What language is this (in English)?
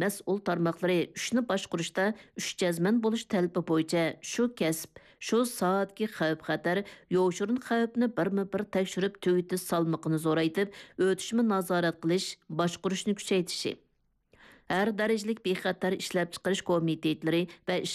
Uyghur